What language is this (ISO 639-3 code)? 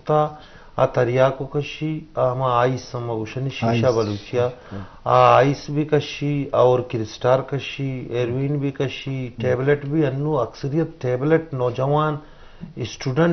bgp